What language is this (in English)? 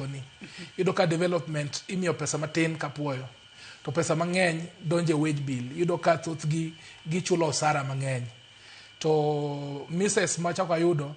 Luo (Kenya and Tanzania)